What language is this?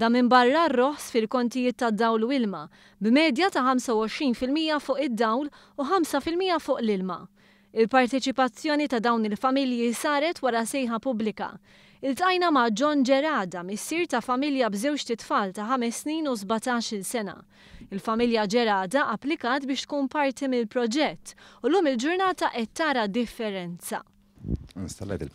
Maltese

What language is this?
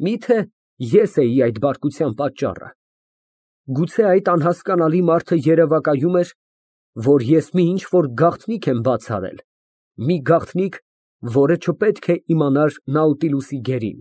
Armenian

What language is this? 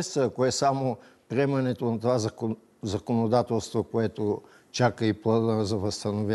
Bulgarian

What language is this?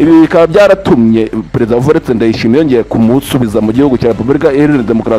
Kinyarwanda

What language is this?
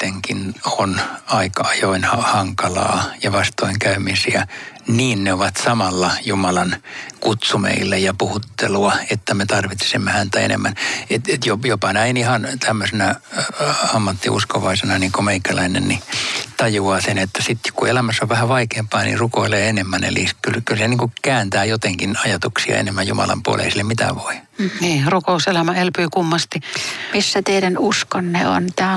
Finnish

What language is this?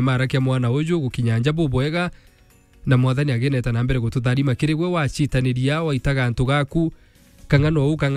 Meru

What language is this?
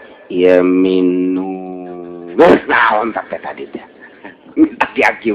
Sundanese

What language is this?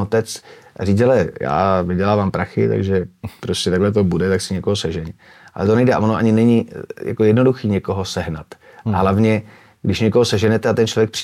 Czech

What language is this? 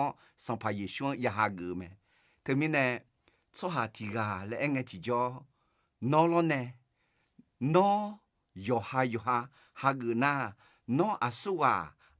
Akha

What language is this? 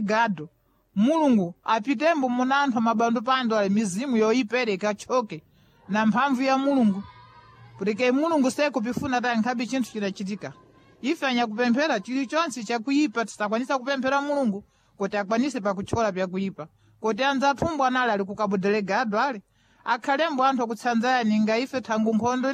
Sena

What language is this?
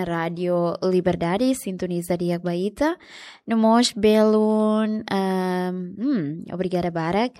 Tetum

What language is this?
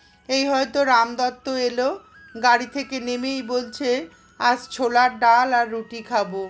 Bangla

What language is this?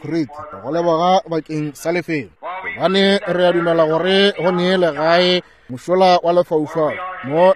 Northern Sotho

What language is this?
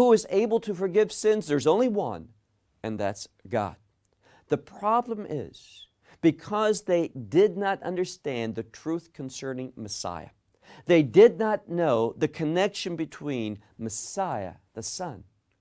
English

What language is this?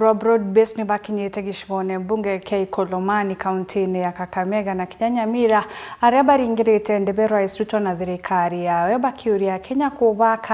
Meru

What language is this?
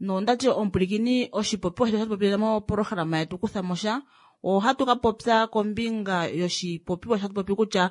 Kuanyama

